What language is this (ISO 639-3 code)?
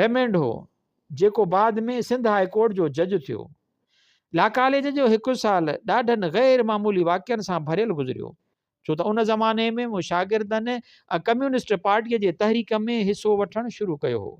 snd